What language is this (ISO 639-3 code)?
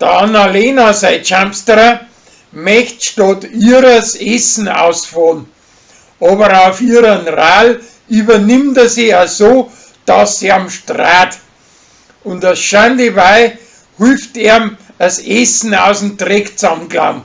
bar